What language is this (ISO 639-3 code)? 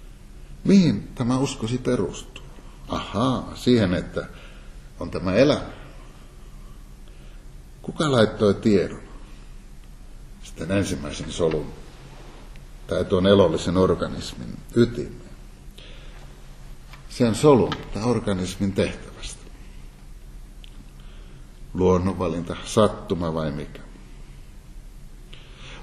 fin